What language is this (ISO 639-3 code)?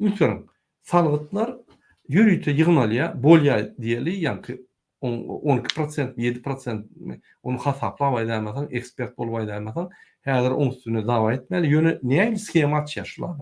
tuk